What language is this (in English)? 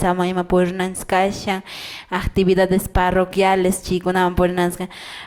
Quechua